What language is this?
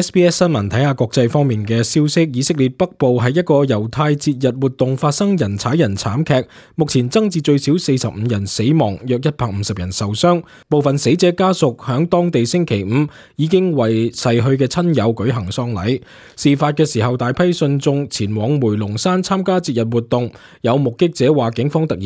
Cantonese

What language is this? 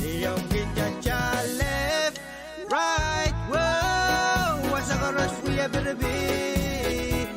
Pohnpeian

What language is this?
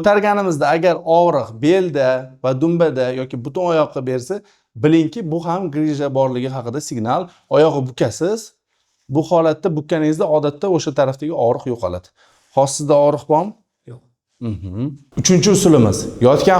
Uzbek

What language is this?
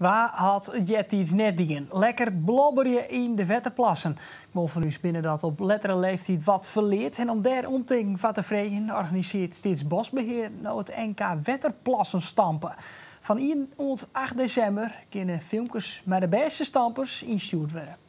Western Frisian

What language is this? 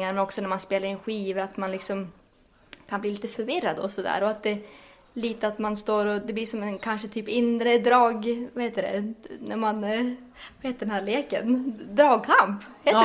Swedish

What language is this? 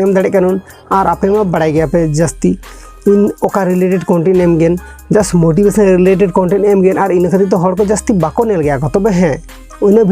Santali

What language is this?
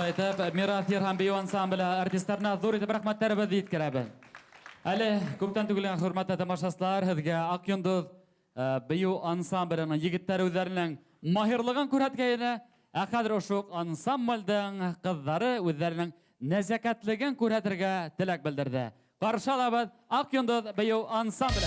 Bashkir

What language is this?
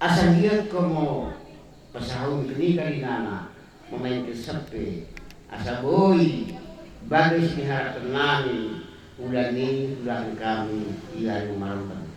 Batak Karo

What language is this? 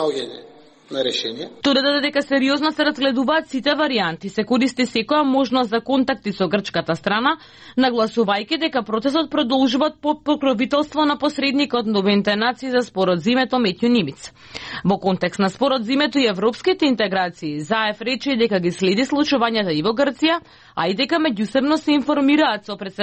Macedonian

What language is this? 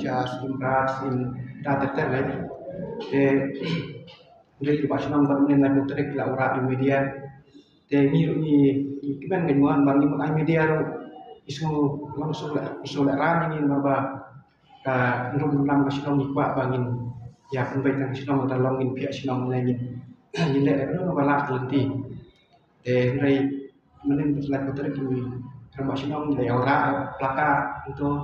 Khasi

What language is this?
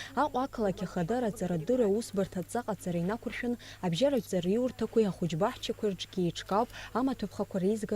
Abkhazian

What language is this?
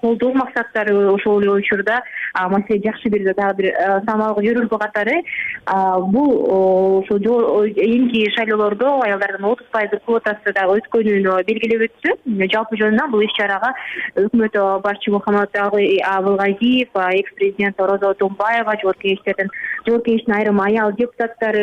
Kyrgyz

